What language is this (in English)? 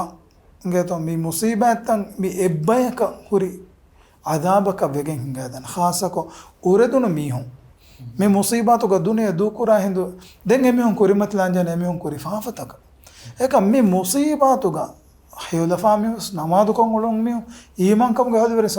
Divehi